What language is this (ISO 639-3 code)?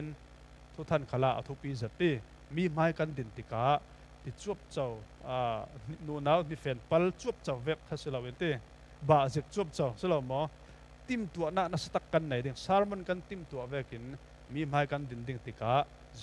cfm